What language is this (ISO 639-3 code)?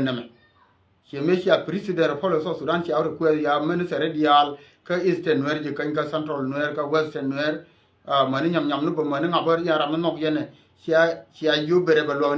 nus